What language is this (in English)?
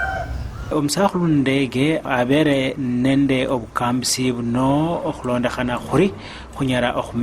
Luyia